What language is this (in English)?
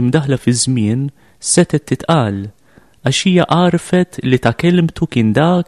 Maltese